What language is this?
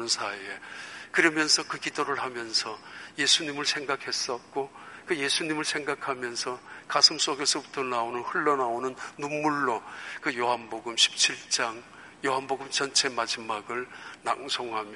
Korean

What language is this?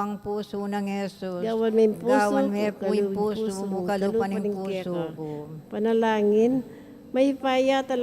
Pampanga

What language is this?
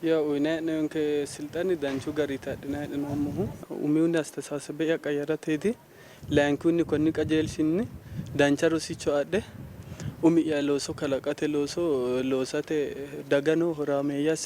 Sidamo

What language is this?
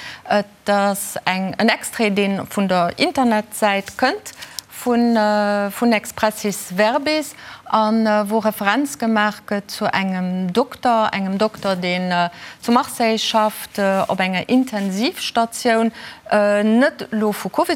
Luxembourgish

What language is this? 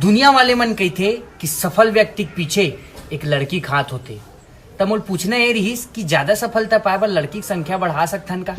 Chhattisgarhi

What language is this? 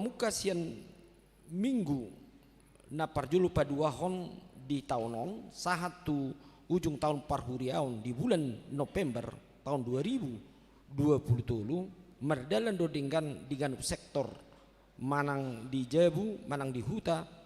Batak Toba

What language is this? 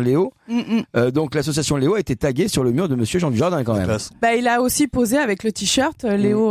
French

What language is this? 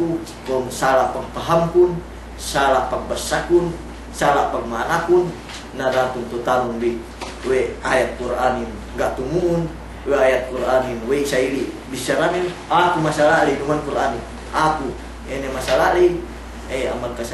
Yakan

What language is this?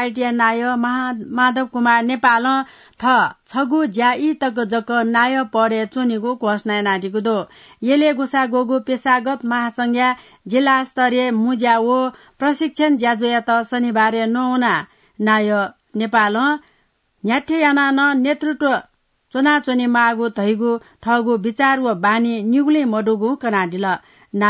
Newari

